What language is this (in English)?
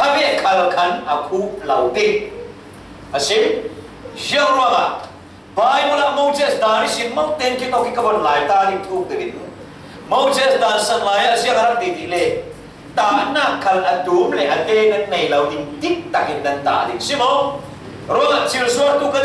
Falam Chin